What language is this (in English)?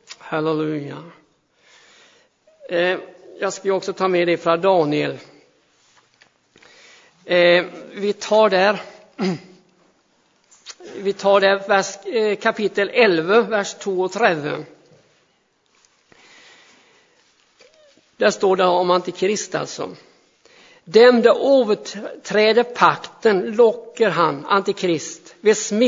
Swedish